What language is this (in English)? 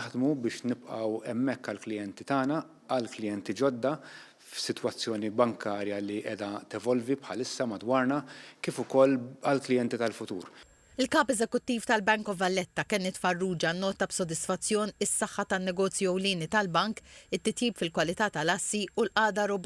Maltese